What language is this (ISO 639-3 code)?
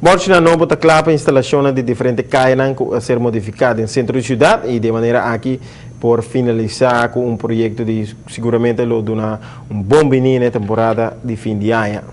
pap